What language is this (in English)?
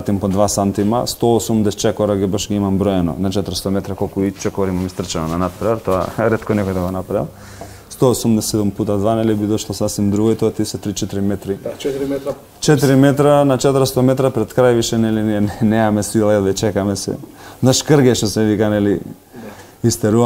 Macedonian